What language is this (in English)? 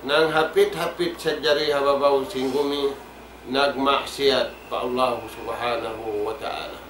Tausug